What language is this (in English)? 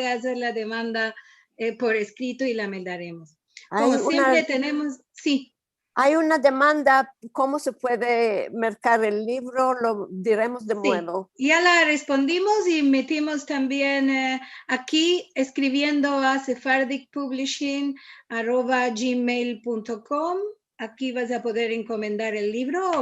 Ladino